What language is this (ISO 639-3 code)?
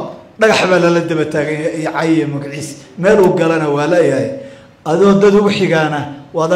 som